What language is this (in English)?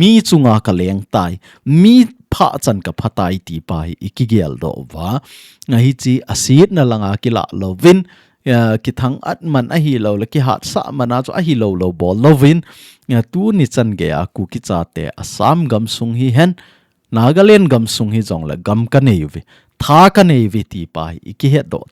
Thado Chin